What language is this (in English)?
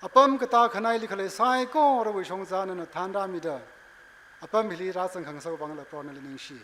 Tangkhul Naga (India)